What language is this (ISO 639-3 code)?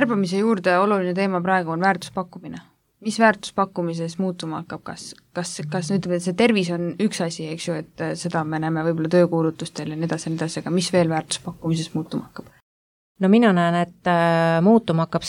est